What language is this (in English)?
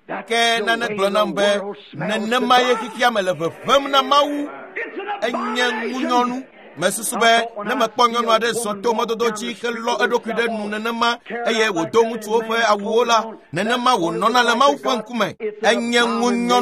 Ewe